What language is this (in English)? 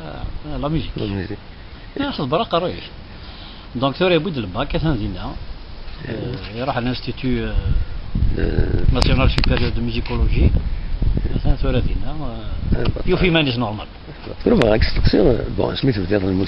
Kabyle